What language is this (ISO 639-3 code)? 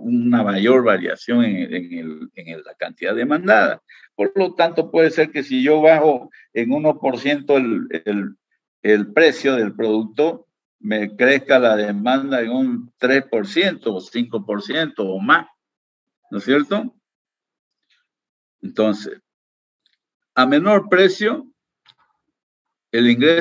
spa